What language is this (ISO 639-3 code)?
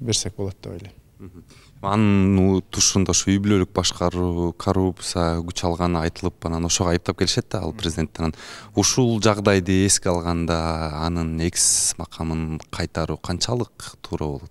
kir